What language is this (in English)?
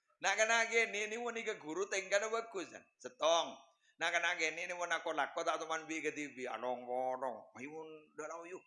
Madurese